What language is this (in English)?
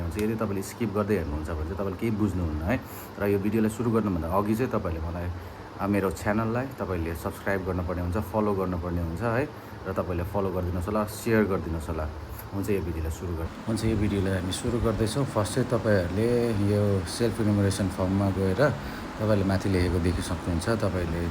Nepali